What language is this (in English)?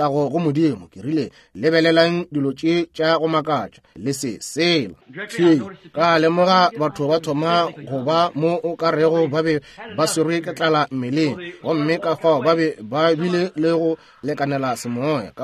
Northern Sotho